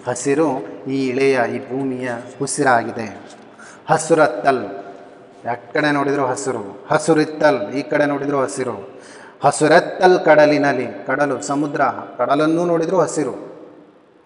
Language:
Kannada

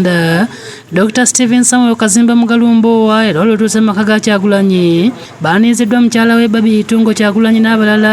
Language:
Ganda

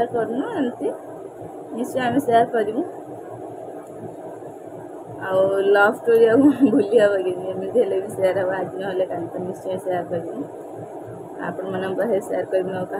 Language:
Odia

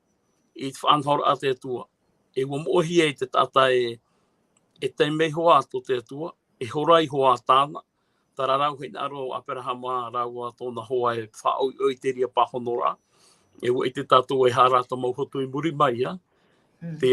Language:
Tahitian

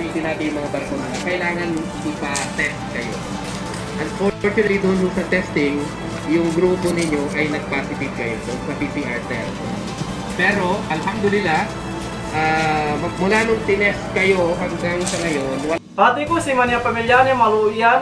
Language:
Yakan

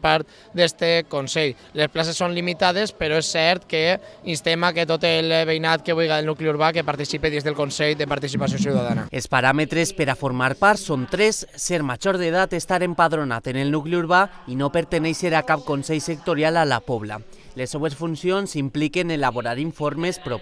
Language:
Catalan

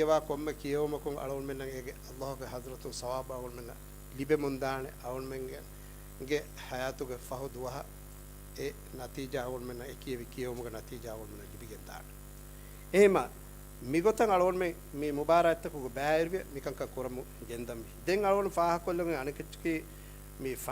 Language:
Divehi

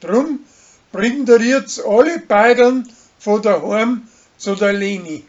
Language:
Bavarian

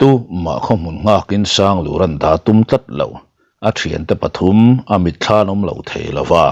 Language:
Mizo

